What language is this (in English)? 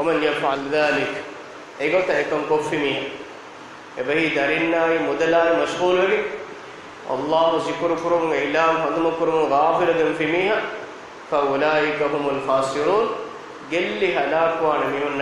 Divehi